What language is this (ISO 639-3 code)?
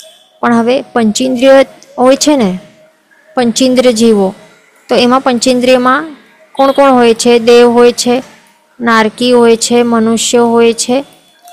guj